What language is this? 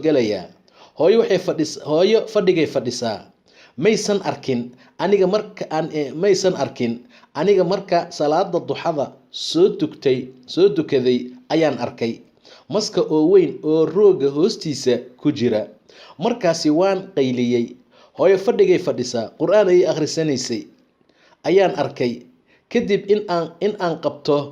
Somali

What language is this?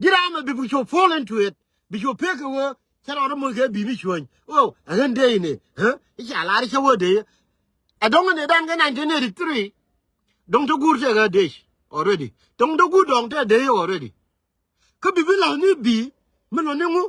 Nuer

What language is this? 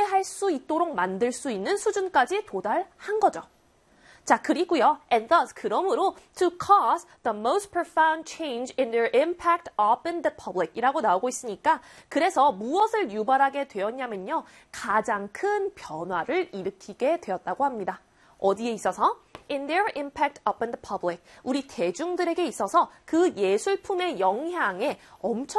Korean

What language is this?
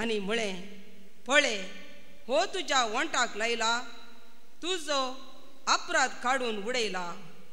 Konkani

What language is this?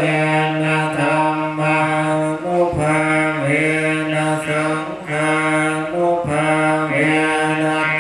Pali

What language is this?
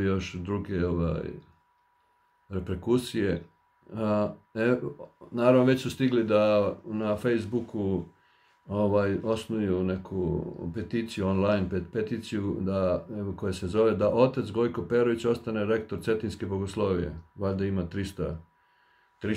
Serbian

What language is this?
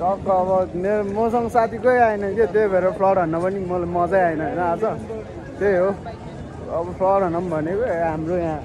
Nepali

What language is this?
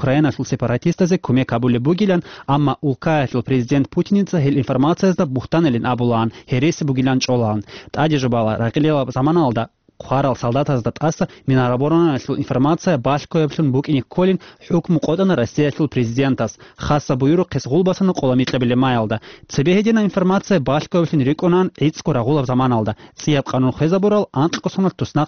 Avaric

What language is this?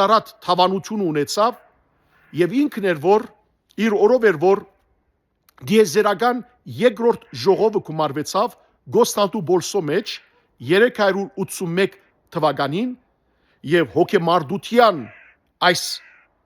Western Armenian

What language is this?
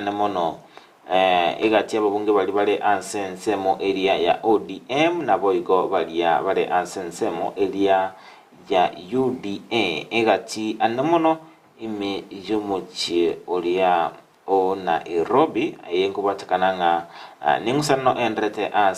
Gusii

